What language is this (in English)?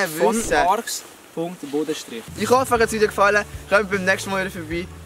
Swiss German